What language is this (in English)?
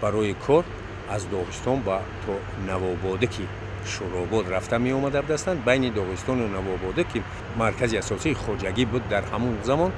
Tajik